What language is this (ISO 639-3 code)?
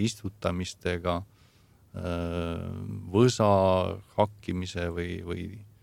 est